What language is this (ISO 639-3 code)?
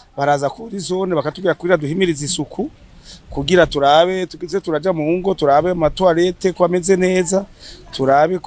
run